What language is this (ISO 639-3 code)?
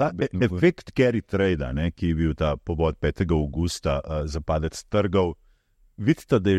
slv